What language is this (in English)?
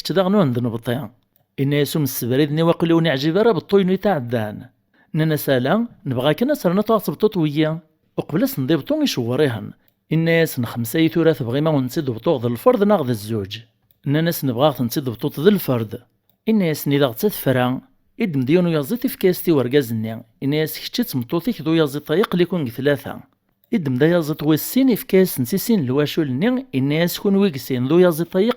Kabyle